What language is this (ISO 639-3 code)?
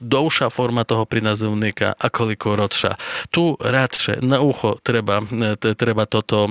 rue